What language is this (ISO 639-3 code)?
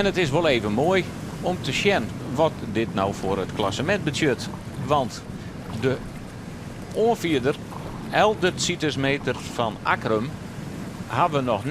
fry